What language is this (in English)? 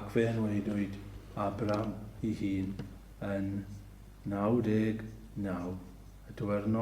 Welsh